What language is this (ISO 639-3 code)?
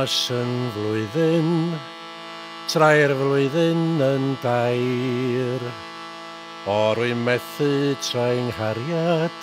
cym